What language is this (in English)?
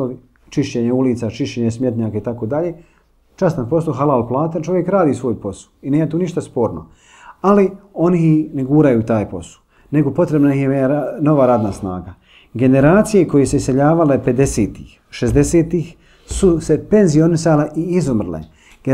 Bosnian